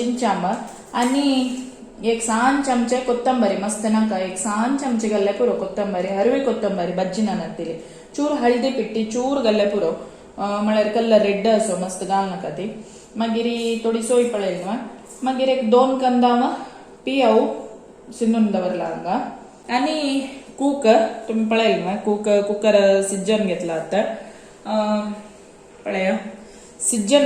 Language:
Konkani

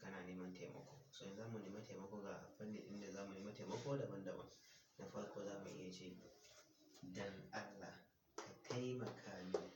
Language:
Hausa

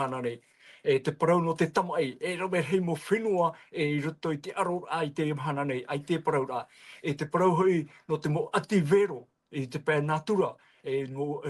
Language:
Tahitian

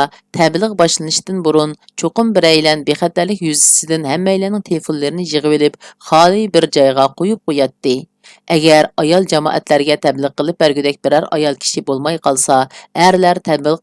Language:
Uyghur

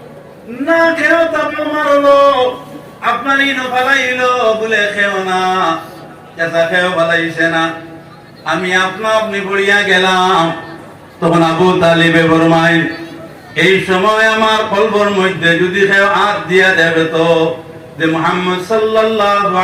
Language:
Sylheti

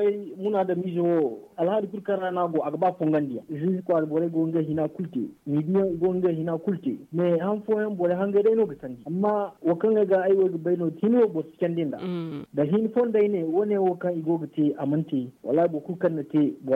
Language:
Zarma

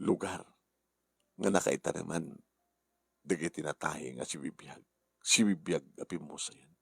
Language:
Iloko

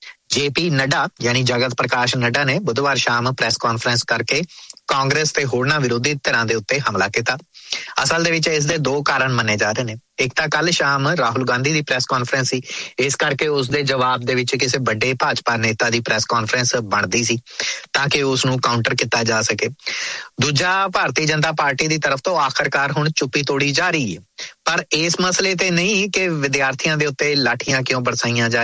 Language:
Punjabi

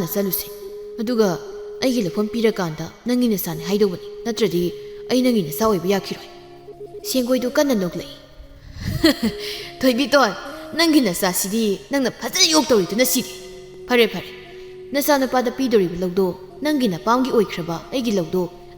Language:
Manipuri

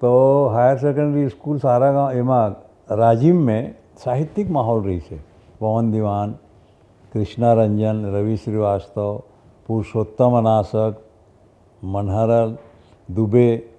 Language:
Chhattisgarhi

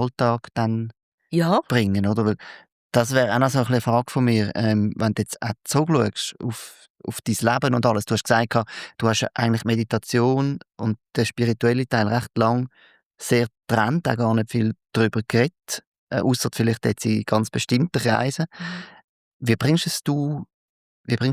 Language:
Swiss German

